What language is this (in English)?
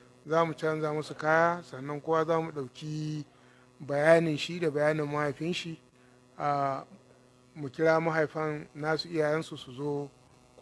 Hausa